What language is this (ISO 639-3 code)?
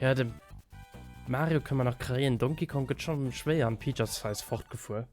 ltz